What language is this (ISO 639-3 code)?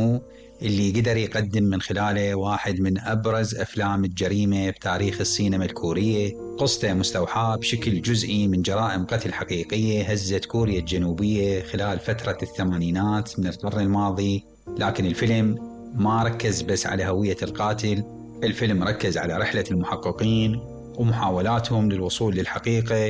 acm